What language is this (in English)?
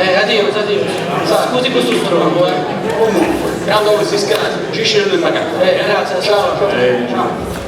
Sardinian